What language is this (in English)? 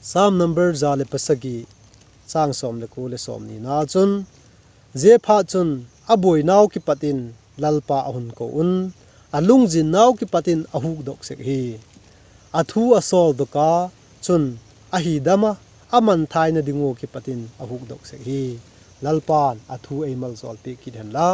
Vaiphei